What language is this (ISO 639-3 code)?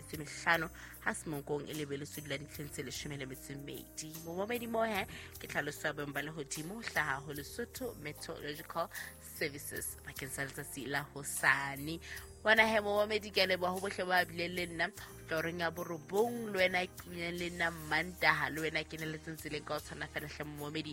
sot